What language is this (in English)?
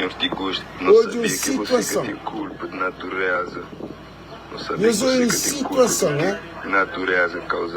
Kabuverdianu